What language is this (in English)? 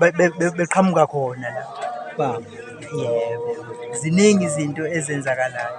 Zulu